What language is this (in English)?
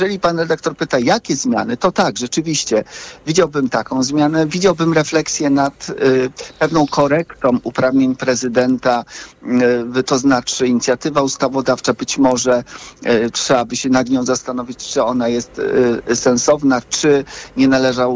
Polish